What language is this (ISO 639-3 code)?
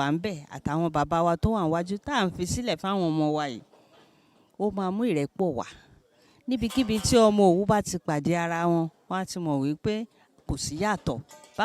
yor